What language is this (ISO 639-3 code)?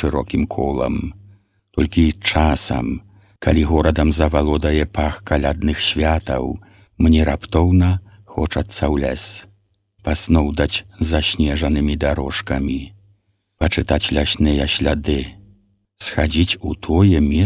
bel